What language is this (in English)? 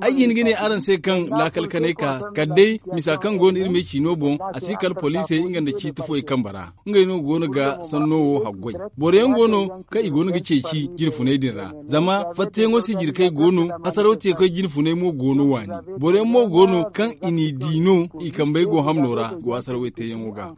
Zarma